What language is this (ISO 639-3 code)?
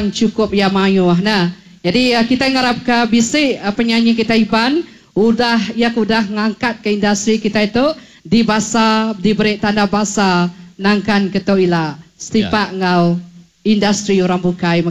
iba